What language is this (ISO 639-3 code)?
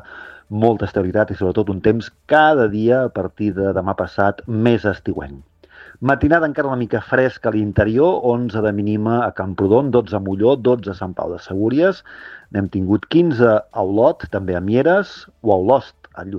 cat